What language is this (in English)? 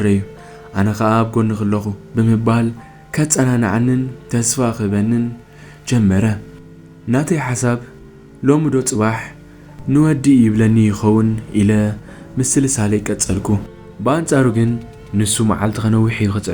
Tigrinya